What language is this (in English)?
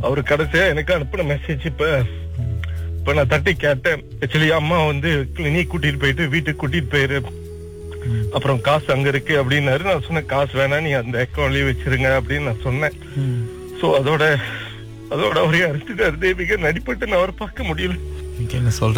Tamil